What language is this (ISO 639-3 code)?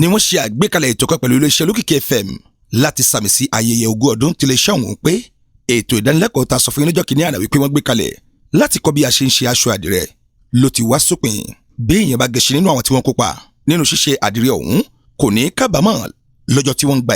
yor